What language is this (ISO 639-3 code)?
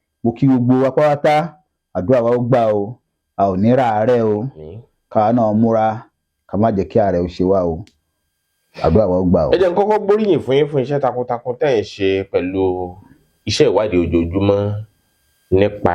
yor